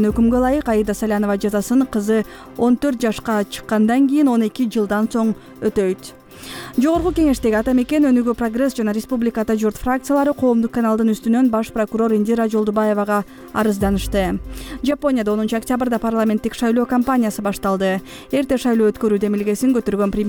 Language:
Kyrgyz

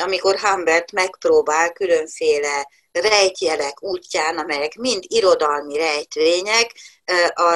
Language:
Hungarian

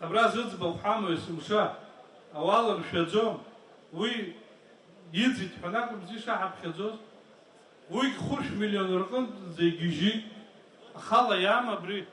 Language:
Abkhazian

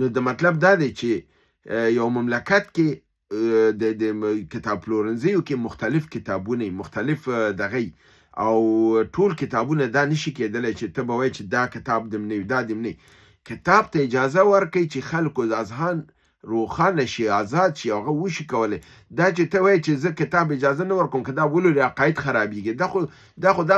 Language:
Pashto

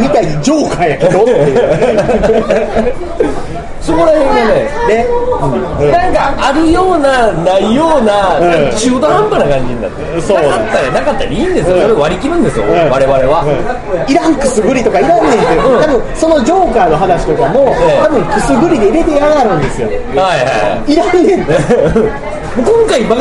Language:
Japanese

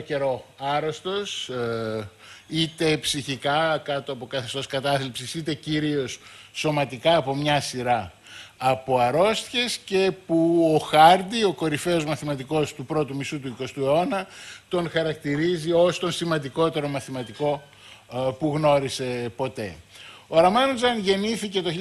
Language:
Greek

